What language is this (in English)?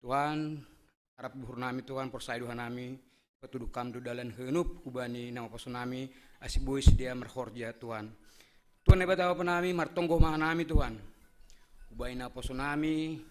Batak Simalungun